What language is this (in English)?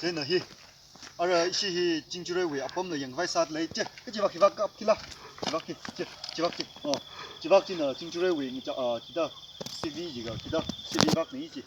Tangkhul Naga (India)